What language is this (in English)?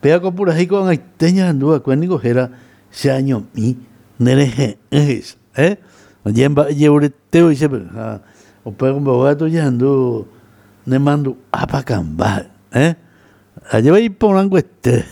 Guarani